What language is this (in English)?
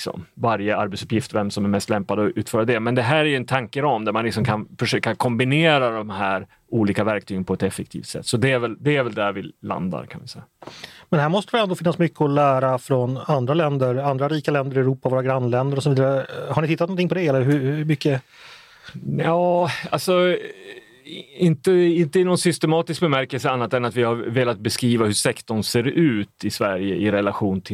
Swedish